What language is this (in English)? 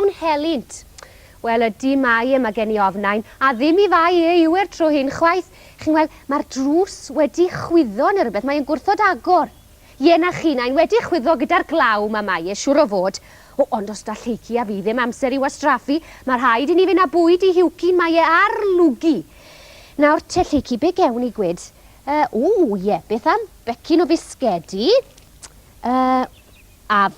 Welsh